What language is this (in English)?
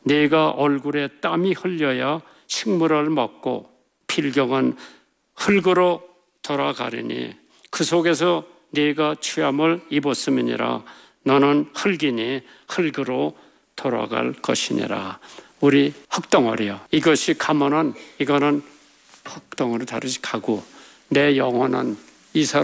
Korean